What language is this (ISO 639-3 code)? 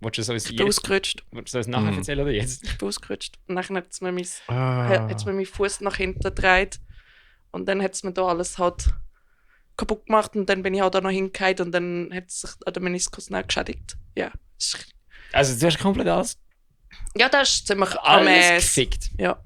gsw